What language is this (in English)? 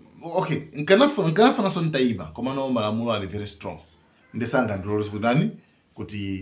Nyanja